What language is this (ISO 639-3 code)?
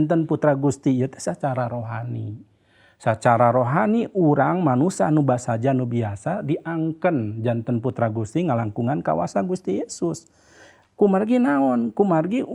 sun